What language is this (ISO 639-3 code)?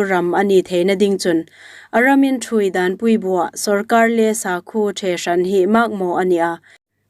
hmr